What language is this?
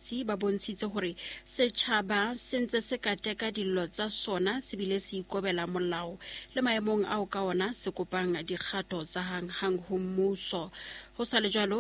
Southern Sotho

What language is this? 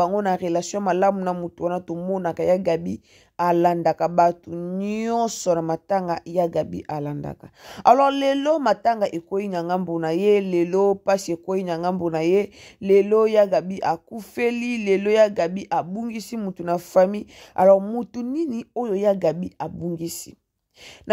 Lingala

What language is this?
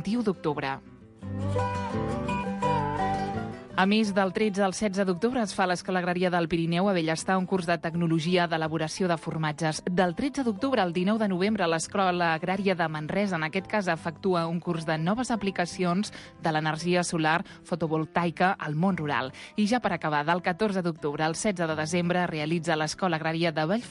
Catalan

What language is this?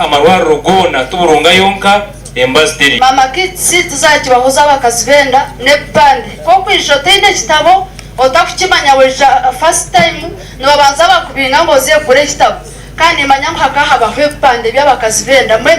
Nyankole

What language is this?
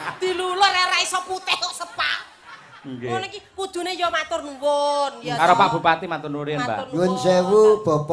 Javanese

